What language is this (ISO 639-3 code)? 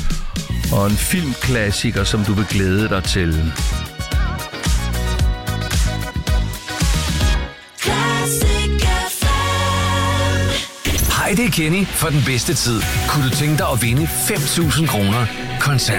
dan